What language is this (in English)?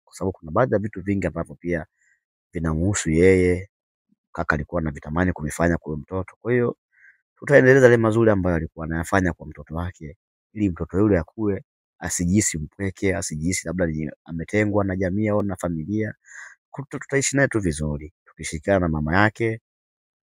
Swahili